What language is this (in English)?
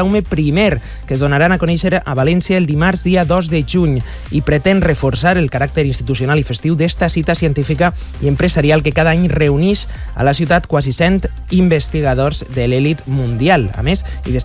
Catalan